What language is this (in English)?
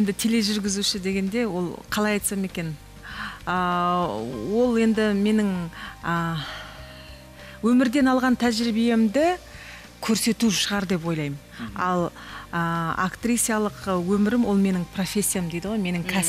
Kazakh